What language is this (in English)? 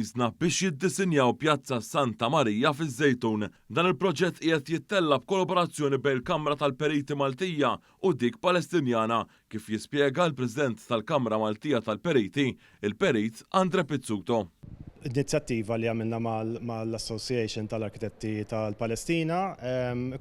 Maltese